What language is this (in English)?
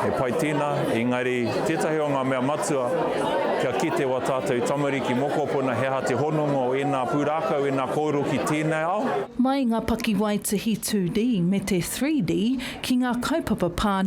Māori